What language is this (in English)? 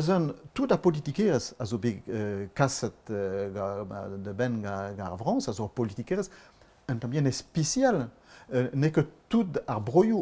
Breton